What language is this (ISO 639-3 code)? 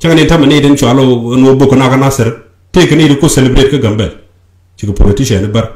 nus